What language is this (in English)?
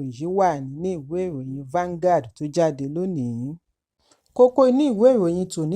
Yoruba